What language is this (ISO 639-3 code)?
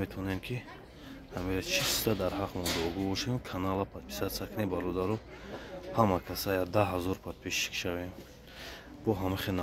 tgk